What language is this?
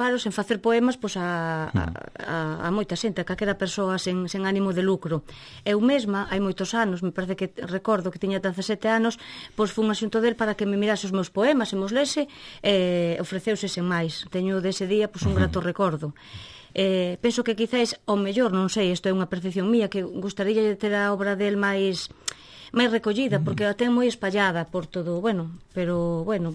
Galician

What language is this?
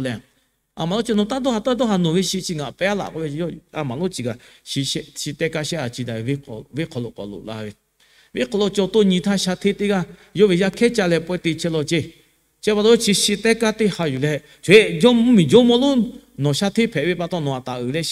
Lahu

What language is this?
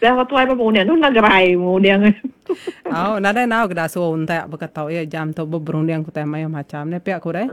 Iban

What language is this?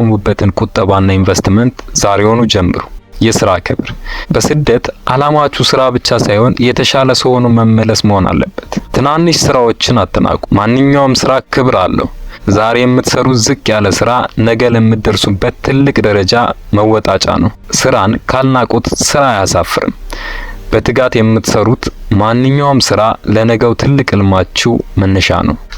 Amharic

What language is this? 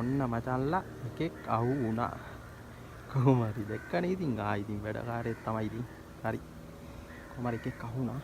Sinhala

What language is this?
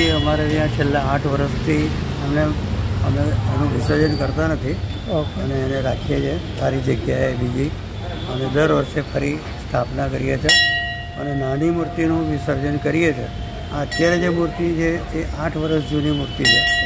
Gujarati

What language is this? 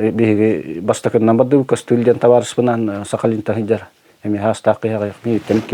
Yakut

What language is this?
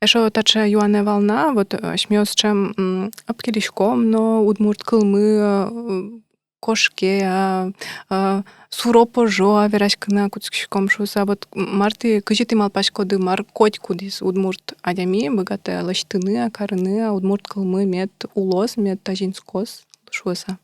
Udmurt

